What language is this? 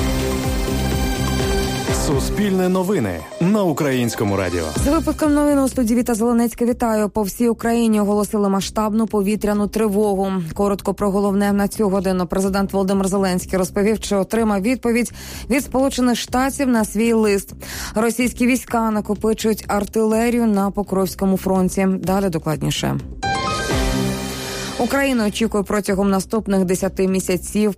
Ukrainian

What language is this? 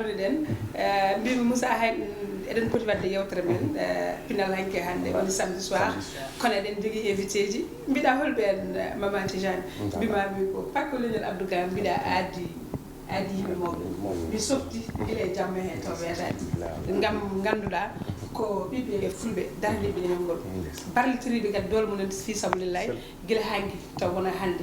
Fula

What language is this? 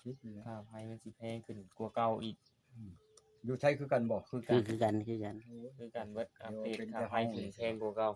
Northeastern Thai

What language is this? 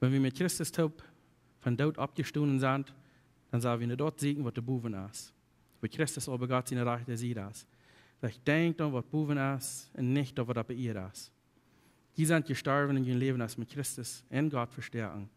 Plautdietsch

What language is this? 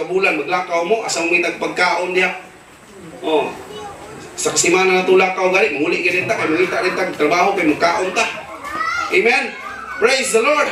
Cebuano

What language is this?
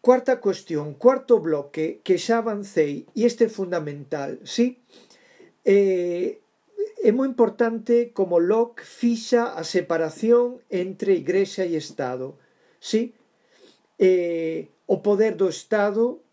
Galician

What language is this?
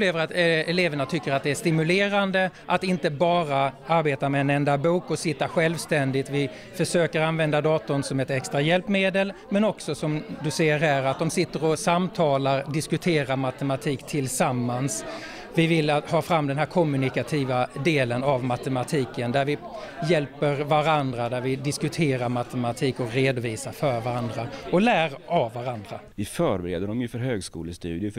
Swedish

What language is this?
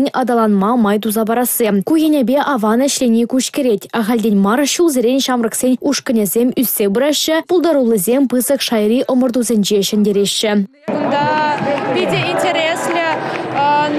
Chuvash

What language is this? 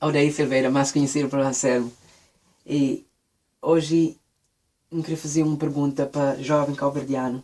Kabuverdianu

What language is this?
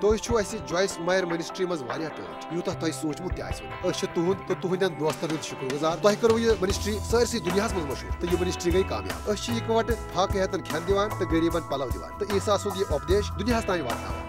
Kashmiri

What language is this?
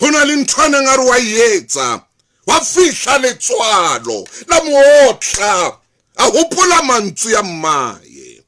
Southern Sotho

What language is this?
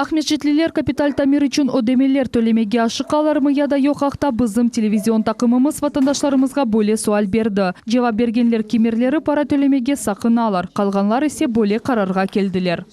Crimean Tatar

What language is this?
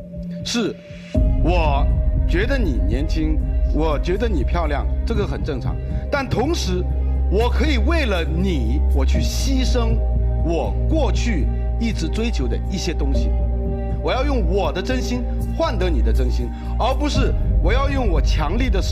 Chinese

